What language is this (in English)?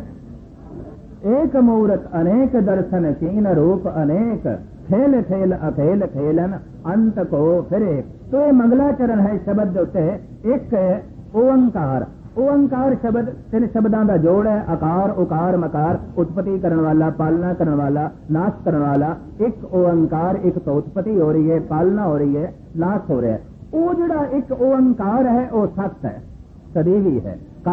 Punjabi